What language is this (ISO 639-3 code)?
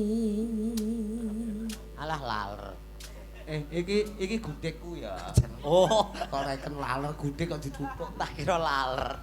jav